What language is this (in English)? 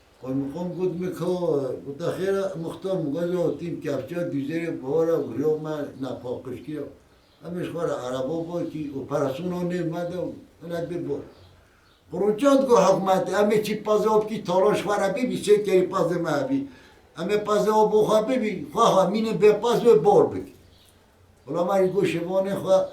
Kurdish